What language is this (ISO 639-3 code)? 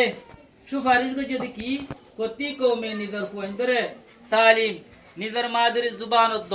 rhg